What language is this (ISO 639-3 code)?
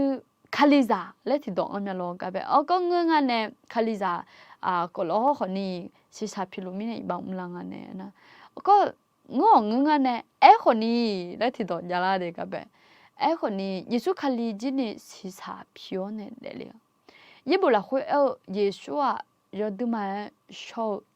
ahk